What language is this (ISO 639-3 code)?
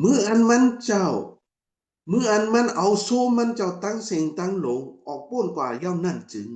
shn